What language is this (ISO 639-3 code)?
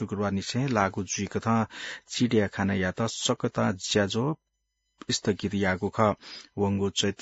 new